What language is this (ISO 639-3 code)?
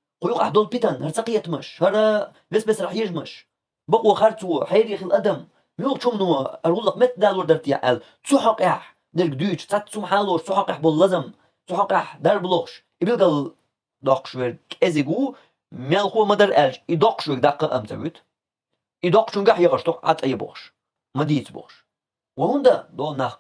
che